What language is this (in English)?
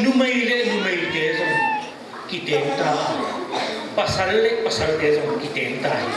Tedim Chin